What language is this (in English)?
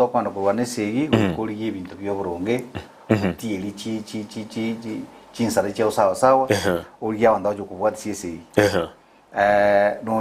Gusii